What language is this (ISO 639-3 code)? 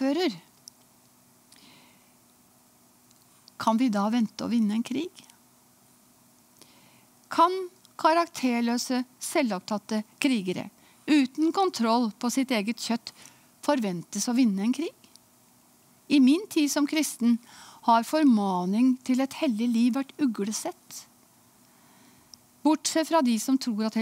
nor